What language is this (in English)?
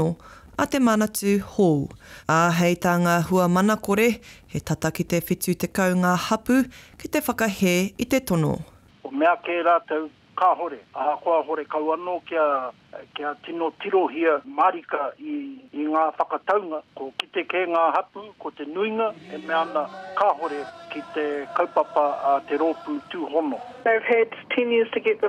Māori